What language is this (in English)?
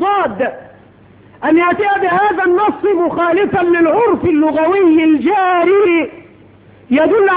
Arabic